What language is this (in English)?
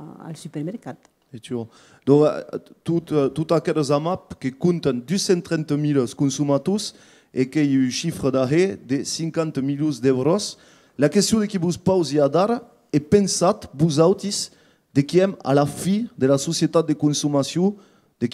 Occitan